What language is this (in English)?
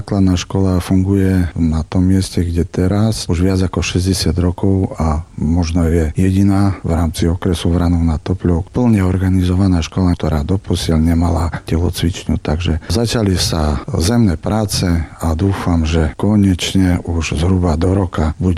Slovak